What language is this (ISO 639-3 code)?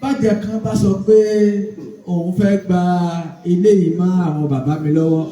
yor